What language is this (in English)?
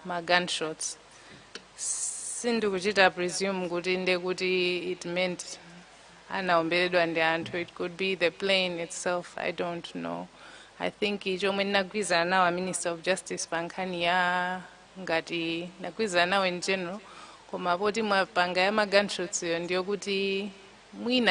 Nyanja